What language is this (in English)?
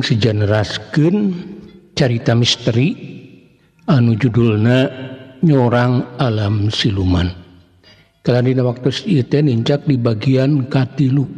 Sundanese